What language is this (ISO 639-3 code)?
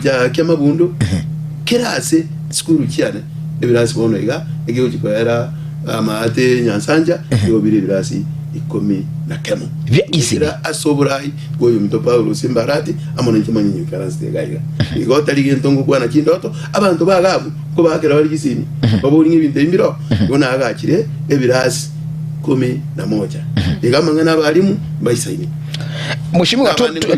guz